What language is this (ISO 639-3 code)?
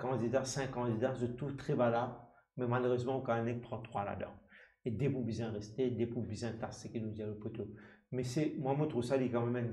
mfe